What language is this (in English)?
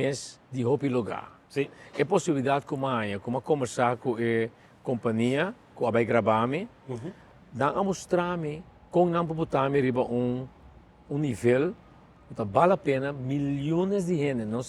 Papiamento